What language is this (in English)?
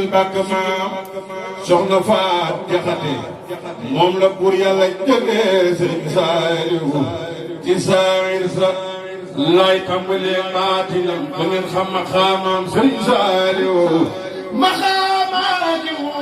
Wolof